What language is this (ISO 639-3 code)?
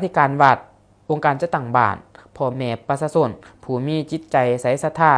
lao